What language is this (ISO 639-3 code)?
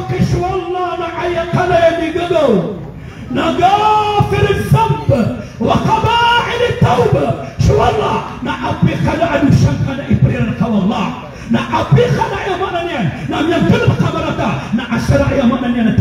mrw